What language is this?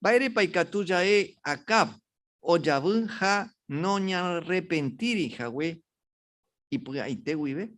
Guarani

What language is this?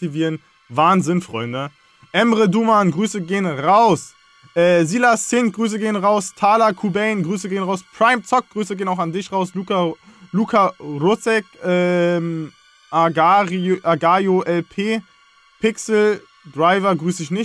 German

